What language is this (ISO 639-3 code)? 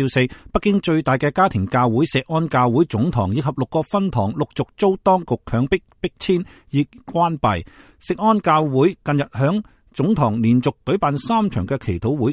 yue